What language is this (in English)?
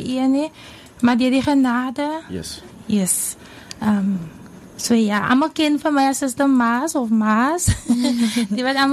Afrikaans